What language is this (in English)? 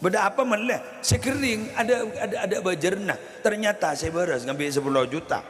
Madurese